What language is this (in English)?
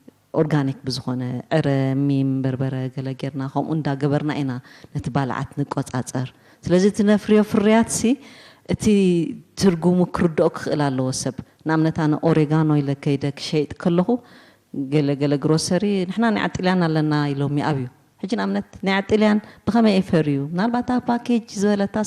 Tigrinya